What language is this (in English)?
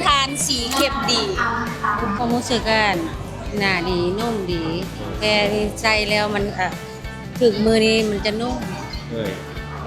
Lao